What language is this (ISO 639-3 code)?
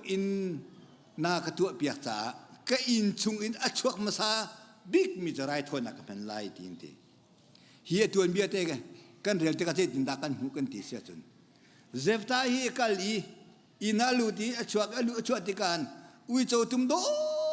cnh